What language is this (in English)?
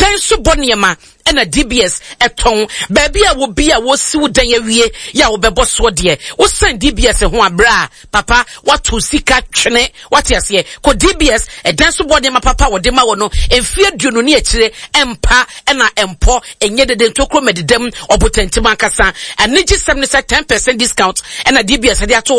Akan